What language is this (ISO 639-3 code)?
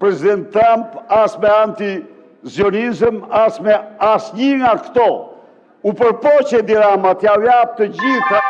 sqi